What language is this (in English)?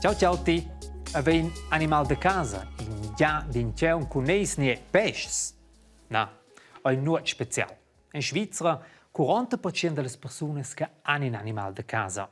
Romansh